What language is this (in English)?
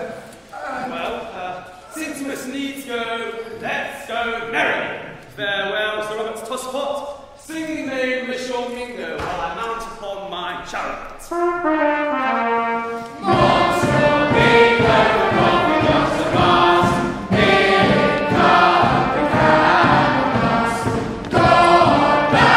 English